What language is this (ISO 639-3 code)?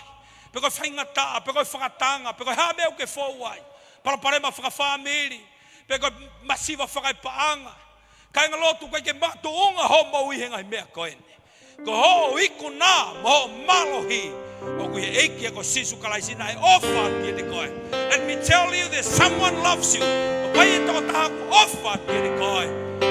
ton